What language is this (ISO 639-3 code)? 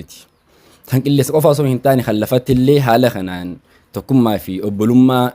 orm